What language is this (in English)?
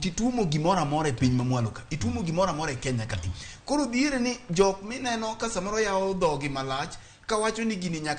Luo (Kenya and Tanzania)